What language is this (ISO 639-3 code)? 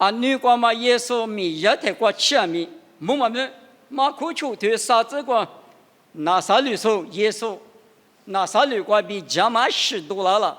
lis